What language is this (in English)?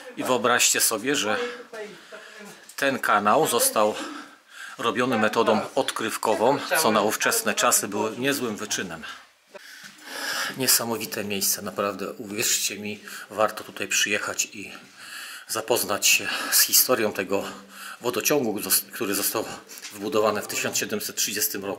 Polish